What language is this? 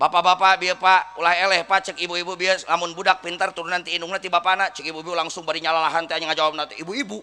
Sundanese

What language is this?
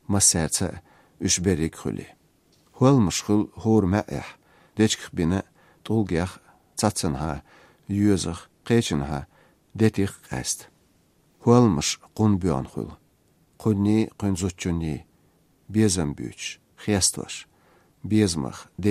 Chechen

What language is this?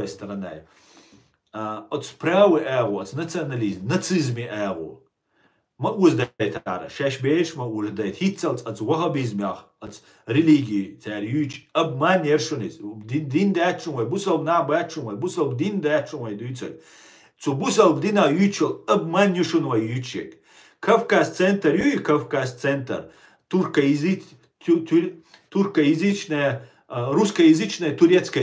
Chechen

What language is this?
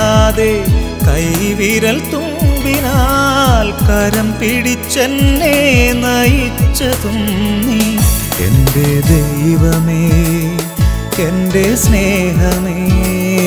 Malayalam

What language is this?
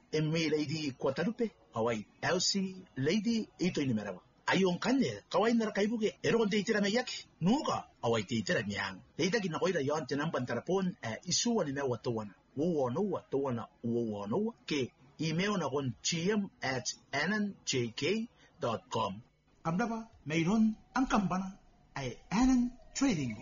Gilbertese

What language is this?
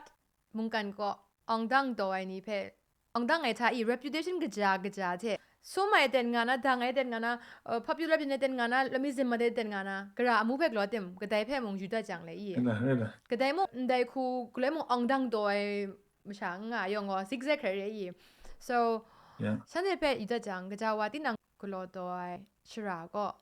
Kachin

